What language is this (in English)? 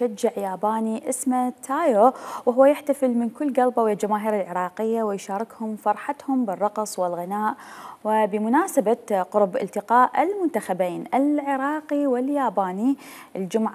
Mesopotamian Arabic